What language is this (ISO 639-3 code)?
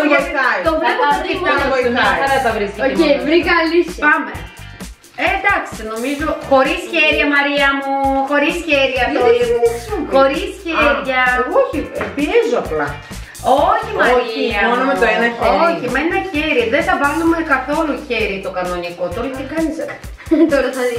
ell